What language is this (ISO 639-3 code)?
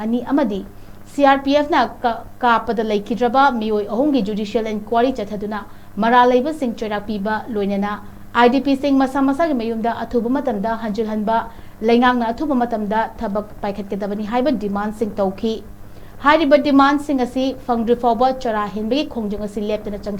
mni